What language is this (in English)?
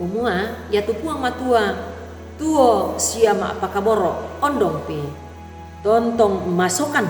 Toraja-Sa'dan